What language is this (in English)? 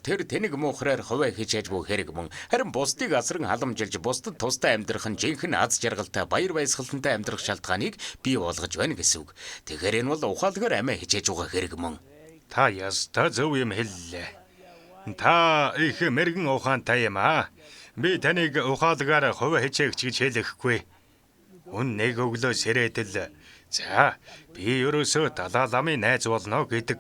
Mongolian